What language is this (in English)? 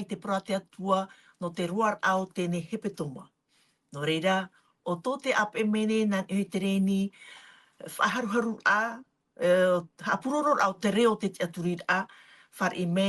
Tahitian